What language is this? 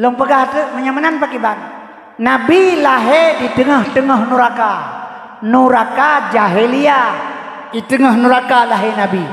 Achinese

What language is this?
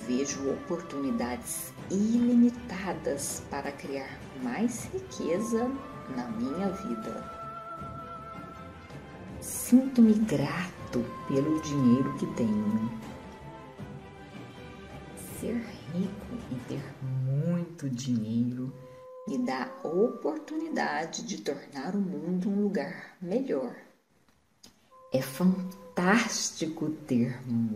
Portuguese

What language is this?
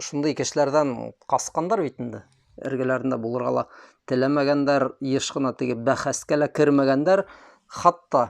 Bashkir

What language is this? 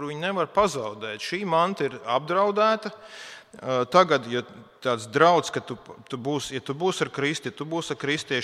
Latvian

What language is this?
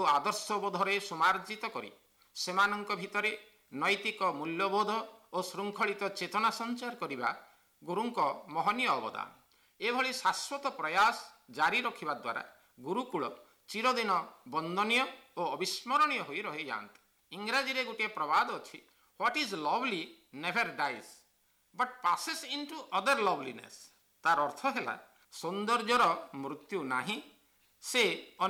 Odia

